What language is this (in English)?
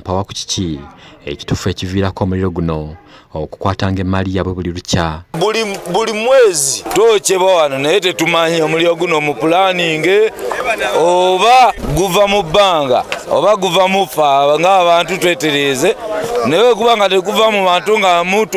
Ganda